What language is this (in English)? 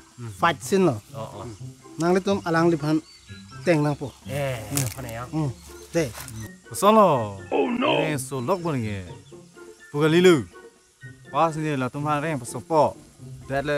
Karbi